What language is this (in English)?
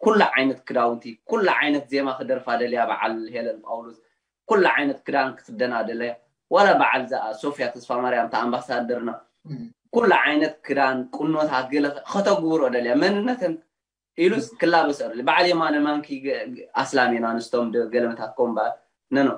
Tigrinya